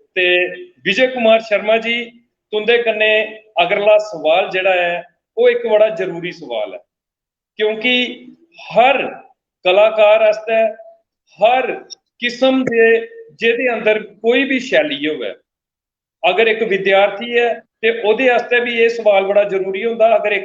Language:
Dogri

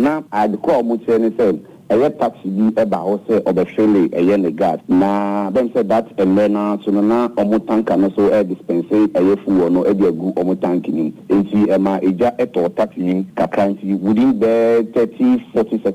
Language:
Akan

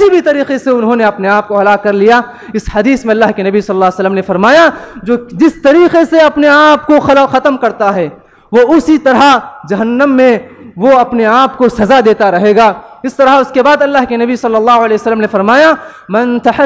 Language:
Urdu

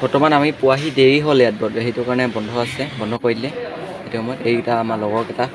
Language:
Assamese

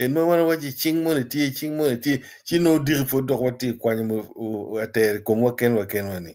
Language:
Acoli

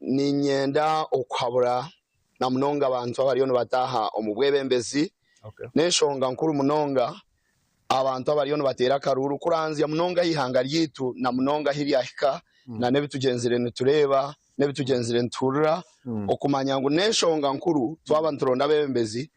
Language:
Nyankole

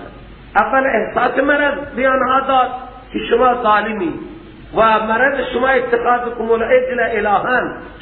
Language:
Persian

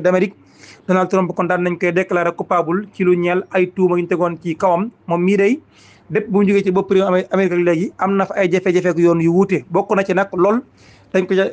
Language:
Wolof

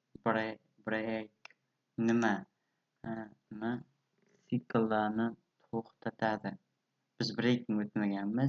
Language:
Uzbek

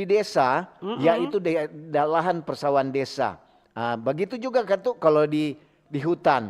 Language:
Manado Malay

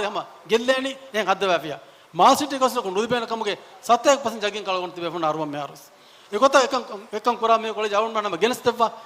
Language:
Divehi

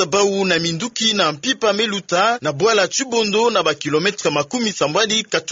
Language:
Kituba (Democratic Republic of Congo)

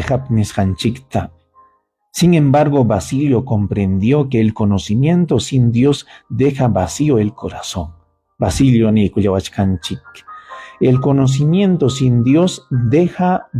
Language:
Ayacucho Quechua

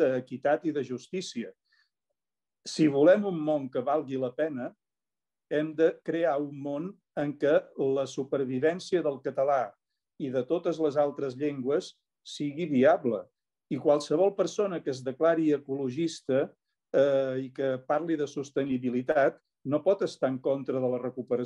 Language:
Catalan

